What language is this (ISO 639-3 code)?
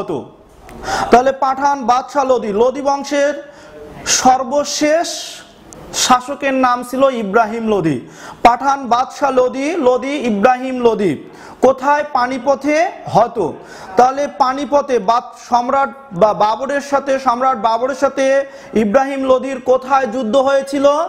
ben